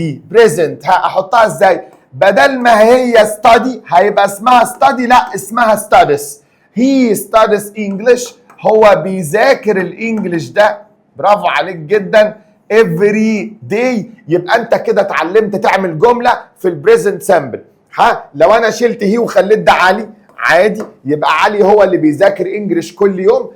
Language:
Egyptian Arabic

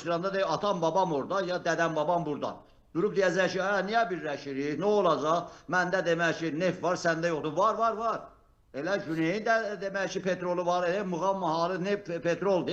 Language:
Azerbaijani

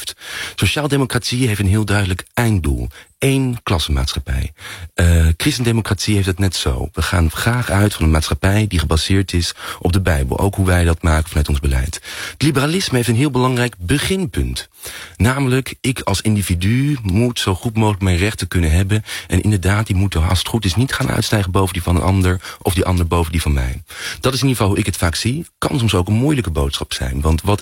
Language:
Dutch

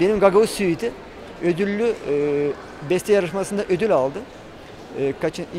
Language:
Gagauz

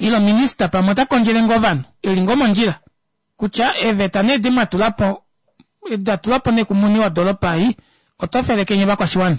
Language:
Kuanyama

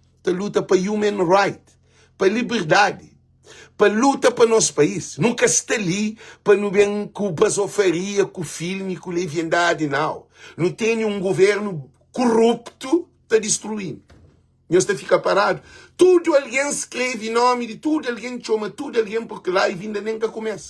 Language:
Kabuverdianu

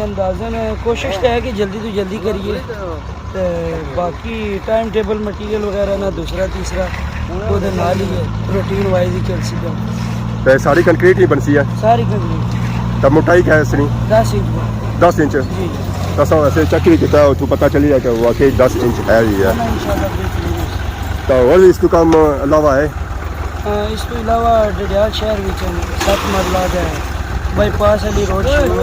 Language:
Pahari-Potwari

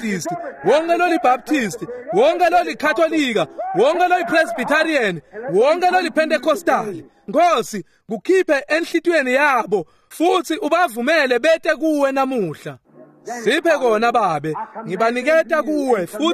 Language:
Swati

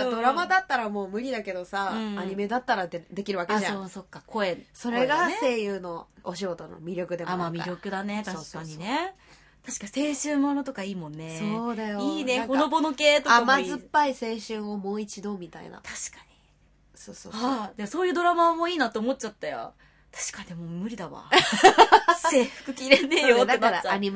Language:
Japanese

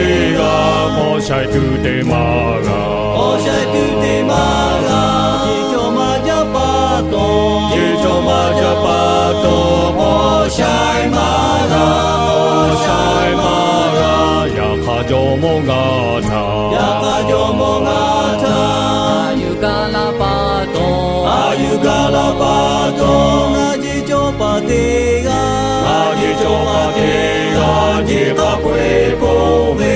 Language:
Lahu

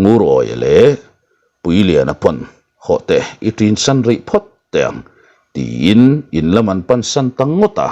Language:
Mizo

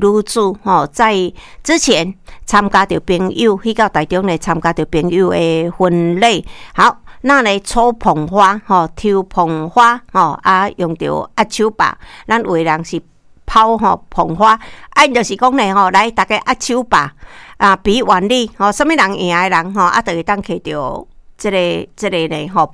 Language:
Min Nan Chinese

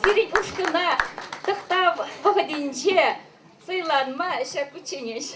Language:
Chuvash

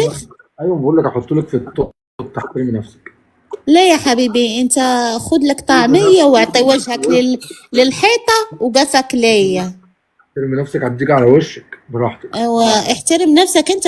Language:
Egyptian Arabic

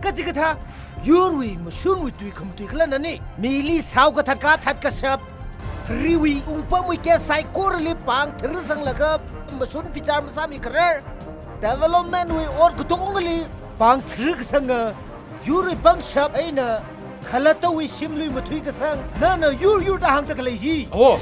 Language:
Tangkhul Naga (India)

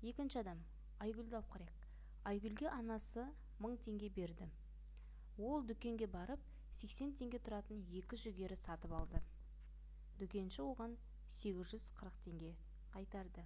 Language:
Kazakh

